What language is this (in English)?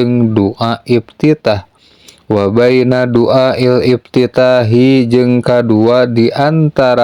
Sundanese